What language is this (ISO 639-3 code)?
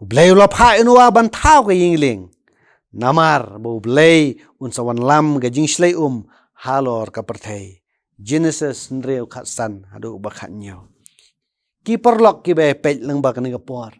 kha